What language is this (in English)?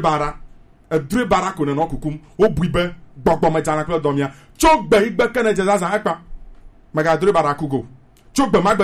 Gen